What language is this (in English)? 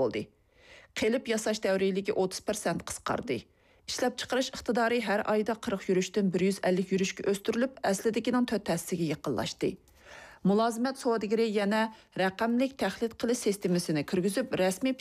Uyghur